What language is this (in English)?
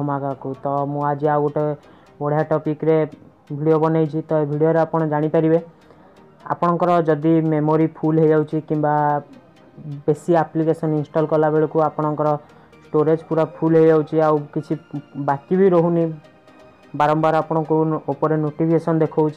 Odia